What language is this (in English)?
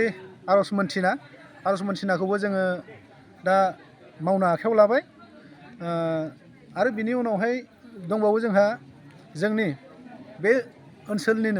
Bodo